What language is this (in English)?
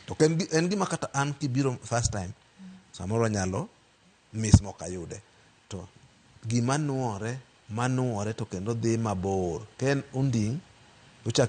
Luo (Kenya and Tanzania)